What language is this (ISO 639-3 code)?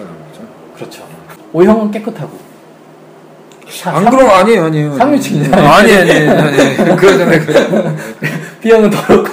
kor